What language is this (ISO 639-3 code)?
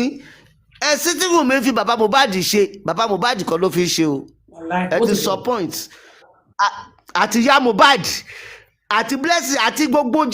yor